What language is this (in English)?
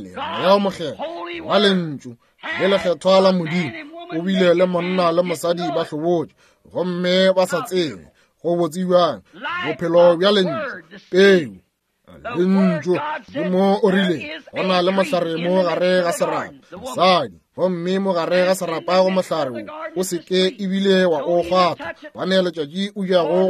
Northern Sotho